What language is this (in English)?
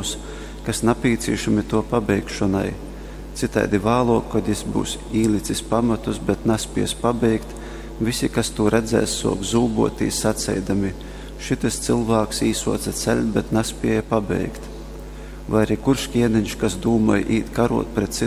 Latgalian